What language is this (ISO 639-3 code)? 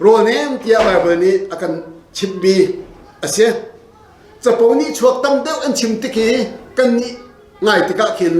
cnh